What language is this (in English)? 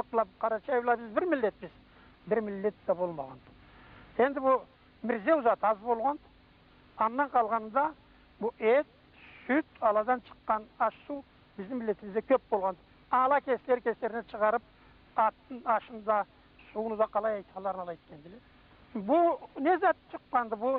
Karachay-Balkar